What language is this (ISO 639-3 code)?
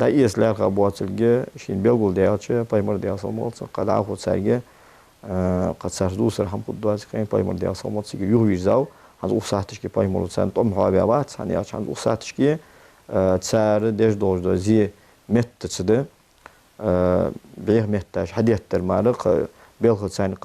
inh